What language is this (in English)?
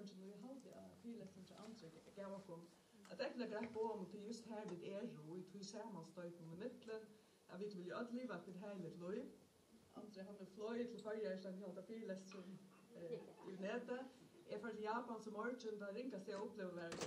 Faroese